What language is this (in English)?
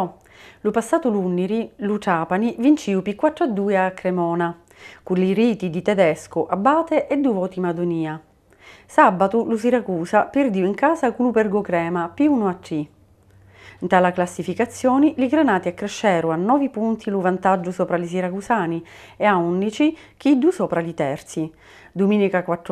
Sicilian